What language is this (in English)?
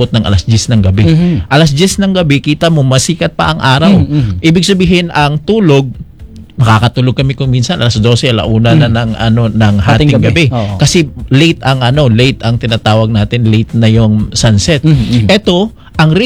Filipino